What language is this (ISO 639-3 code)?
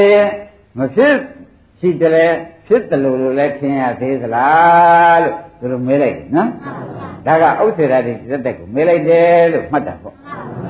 mya